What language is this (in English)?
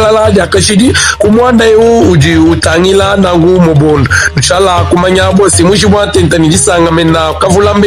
Luba-Lulua